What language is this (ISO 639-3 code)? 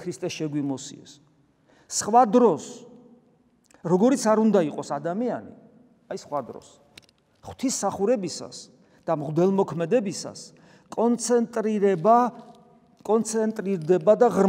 kat